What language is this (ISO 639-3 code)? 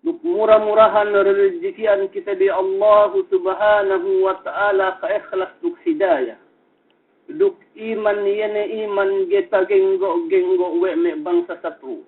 yka